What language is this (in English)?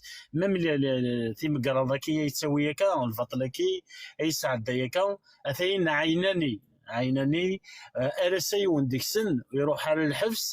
Kabyle